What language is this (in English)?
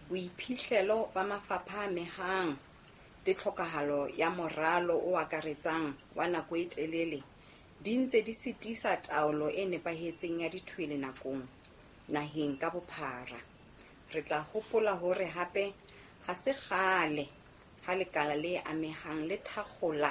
Southern Sotho